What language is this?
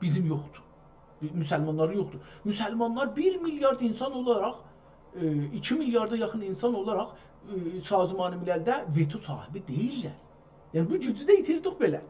South Azerbaijani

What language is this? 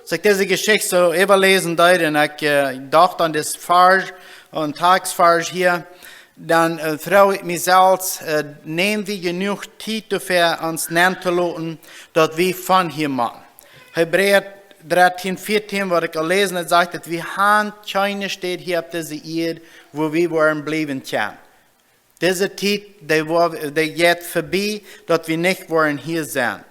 Plautdietsch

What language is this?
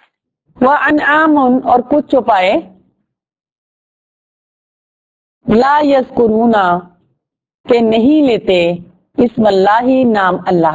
Urdu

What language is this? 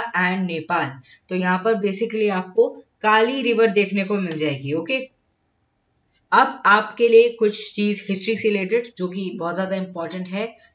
Hindi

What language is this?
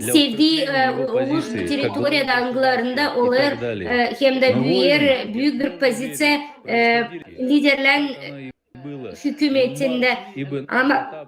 Gagauz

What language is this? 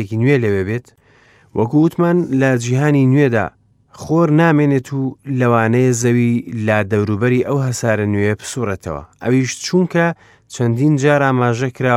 Central Kurdish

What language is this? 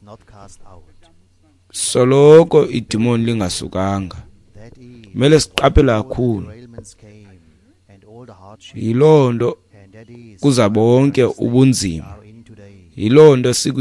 Xhosa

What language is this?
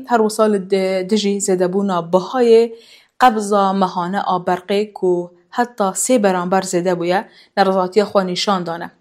Kurdish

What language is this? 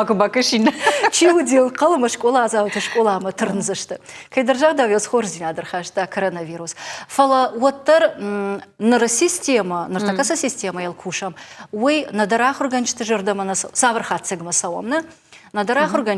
Ossetic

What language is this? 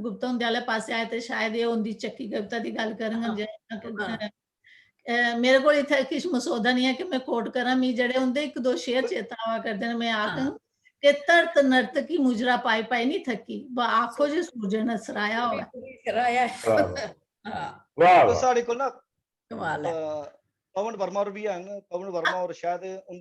Dogri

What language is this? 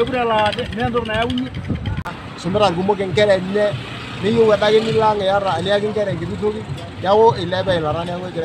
Masai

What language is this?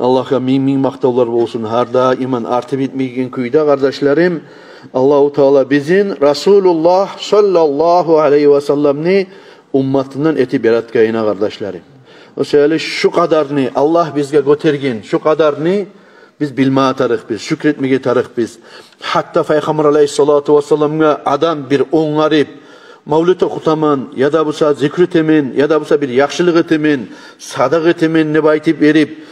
Kumyk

